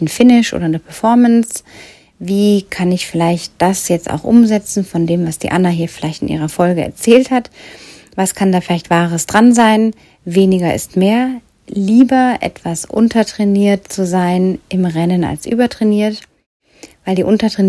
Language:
German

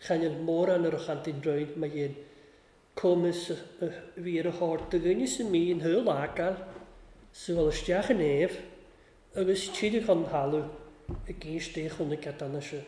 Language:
Welsh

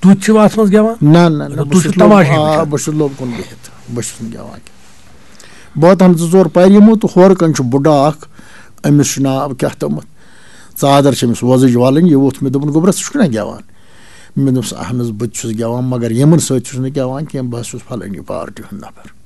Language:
Kashmiri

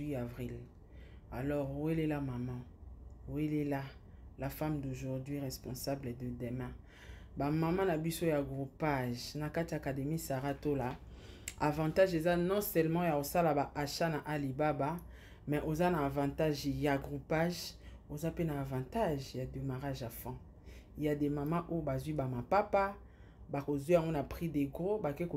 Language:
Lingala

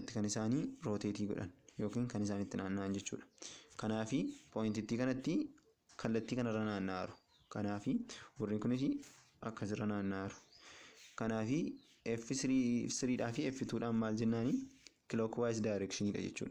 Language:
Oromo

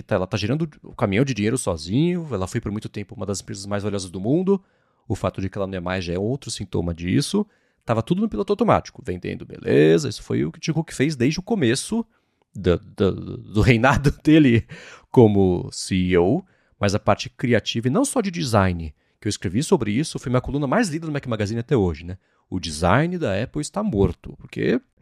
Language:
Portuguese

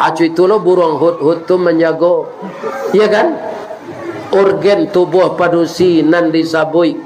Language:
Minangkabau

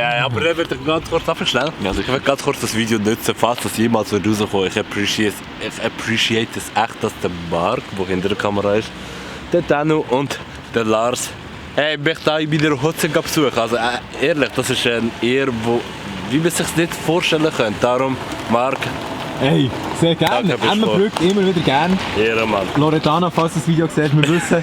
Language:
Swiss German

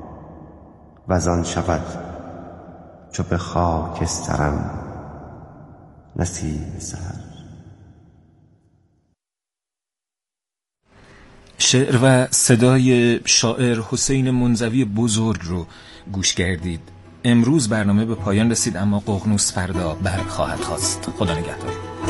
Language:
Persian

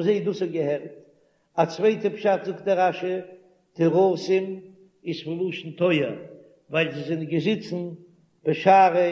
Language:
Yiddish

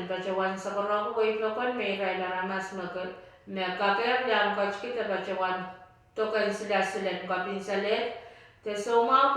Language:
Pohnpeian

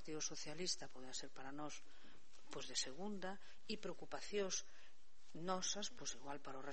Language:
Galician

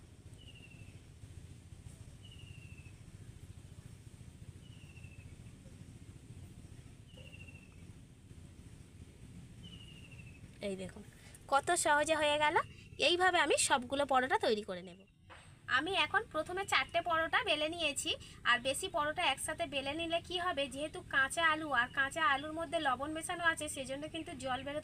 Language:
Bangla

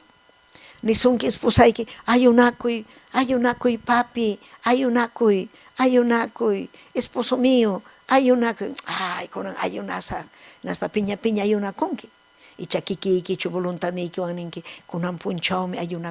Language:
Ayacucho Quechua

